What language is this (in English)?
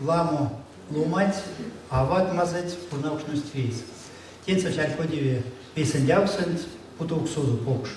Erzya